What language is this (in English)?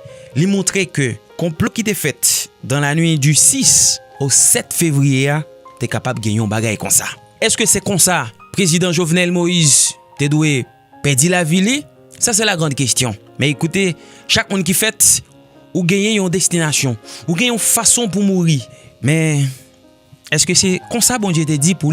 Haitian Creole